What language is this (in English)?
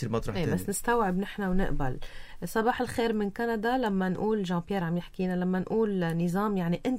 North Levantine Arabic